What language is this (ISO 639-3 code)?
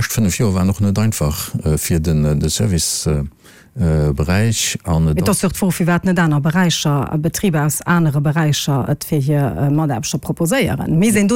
ltz